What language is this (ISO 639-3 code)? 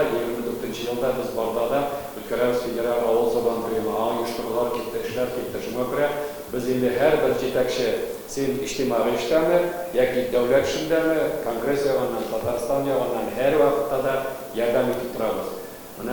tat